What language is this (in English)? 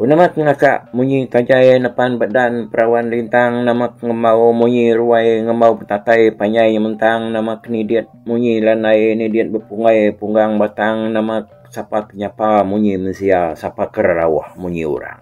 Iban